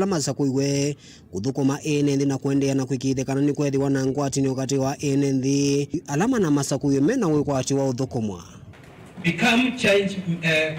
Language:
Kamba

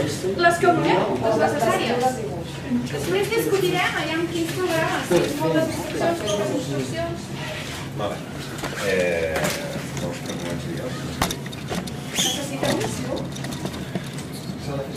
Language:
Catalan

